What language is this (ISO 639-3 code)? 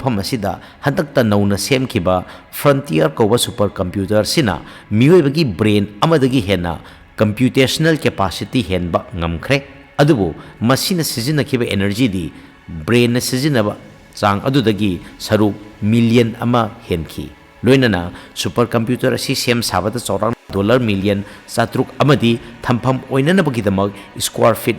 mni